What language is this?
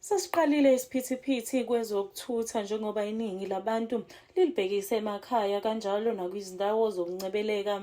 Zulu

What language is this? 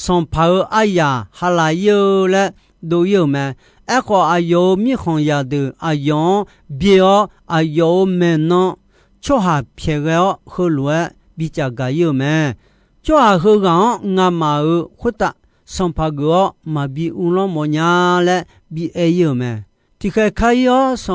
Akha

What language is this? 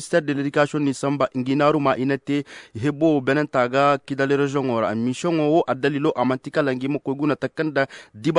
Koyraboro Senni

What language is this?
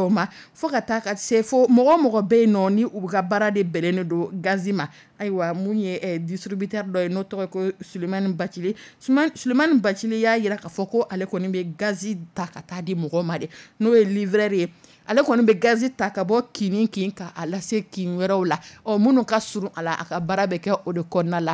Dyula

